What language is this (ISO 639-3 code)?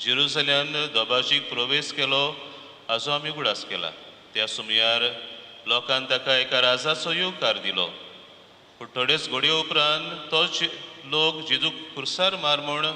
kok